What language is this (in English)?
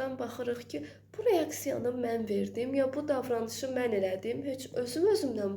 Azerbaijani